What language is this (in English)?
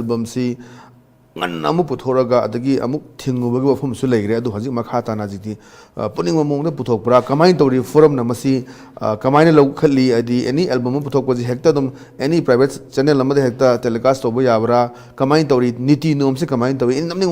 Manipuri